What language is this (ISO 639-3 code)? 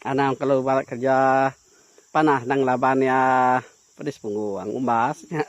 iba